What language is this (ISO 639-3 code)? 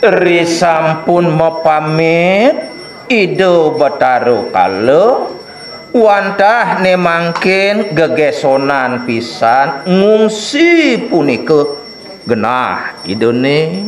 ban